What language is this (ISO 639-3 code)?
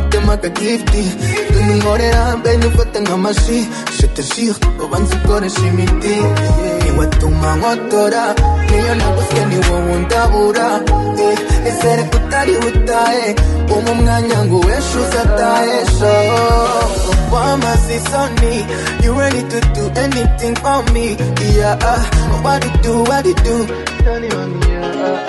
kin